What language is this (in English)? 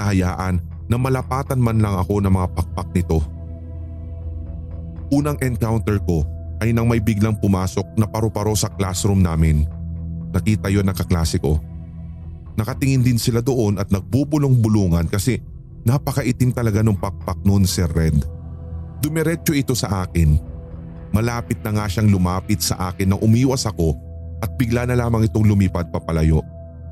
Filipino